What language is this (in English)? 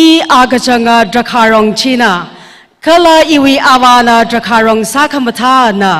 Tangkhul Naga (India)